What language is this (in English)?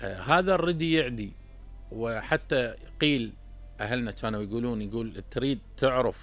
Mesopotamian Arabic